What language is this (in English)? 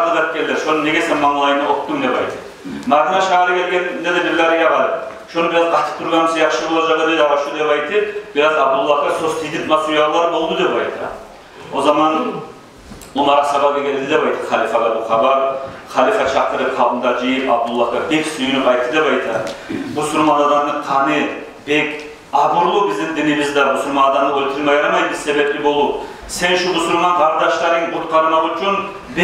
Kumyk